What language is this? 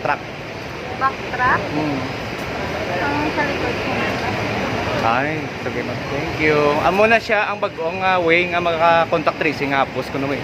Hiligaynon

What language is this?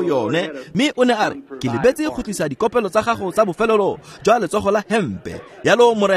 Tswana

